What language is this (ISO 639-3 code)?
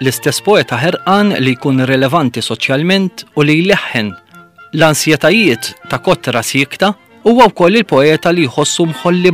mlt